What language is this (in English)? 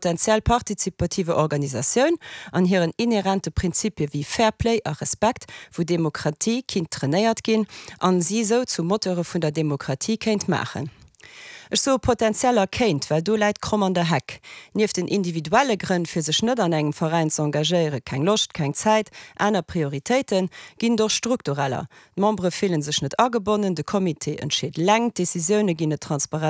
Luxembourgish